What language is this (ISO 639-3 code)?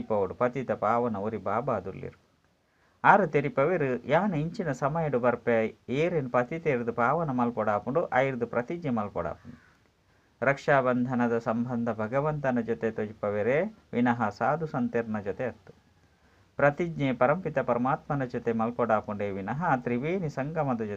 tcy